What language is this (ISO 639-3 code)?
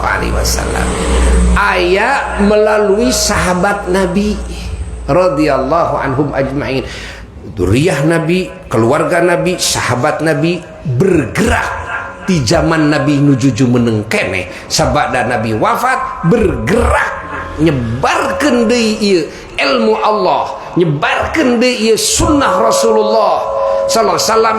sun